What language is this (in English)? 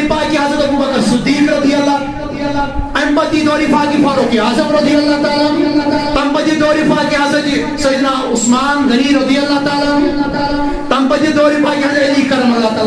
Kashmiri